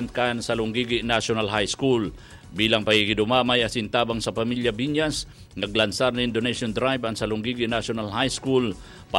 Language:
Bikol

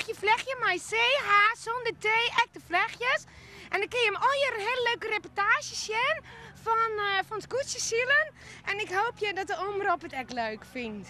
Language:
Western Frisian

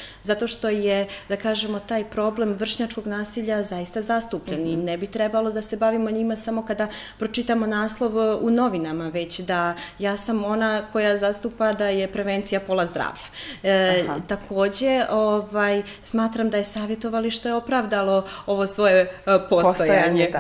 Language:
Serbian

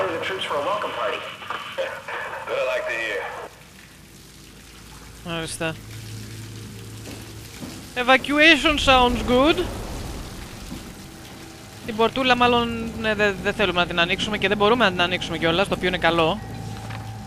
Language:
Greek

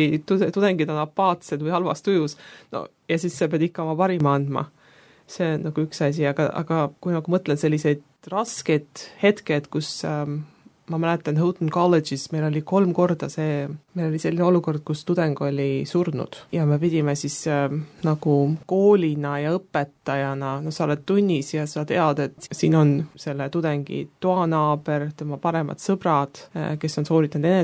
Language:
Estonian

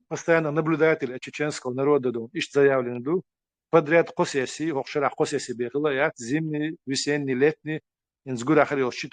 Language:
Chechen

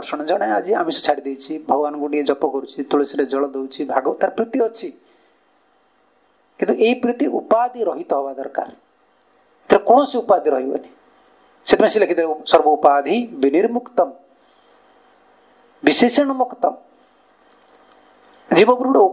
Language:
Odia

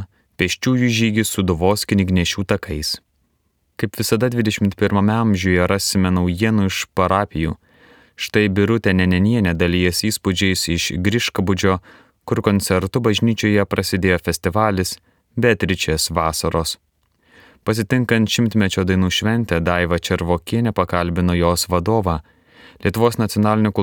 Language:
Lithuanian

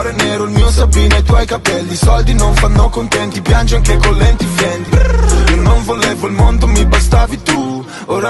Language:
Italian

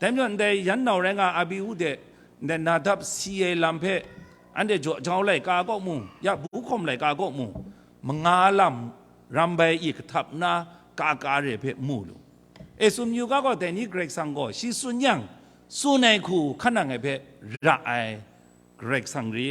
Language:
Kachin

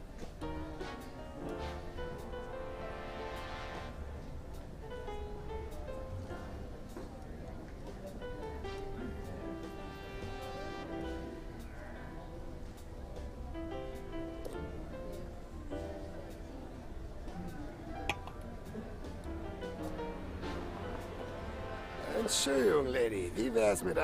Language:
German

